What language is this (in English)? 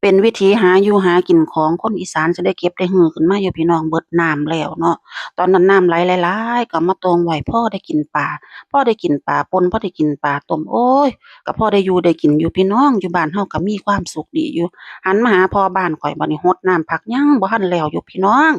Northeastern Thai